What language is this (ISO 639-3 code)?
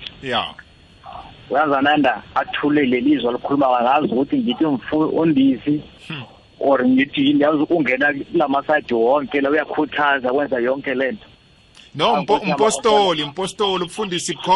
nbl